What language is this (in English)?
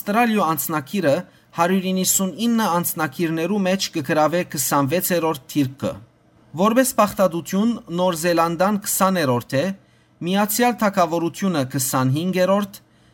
Western Armenian